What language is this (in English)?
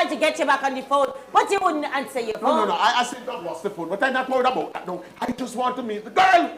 Jamaican Creole English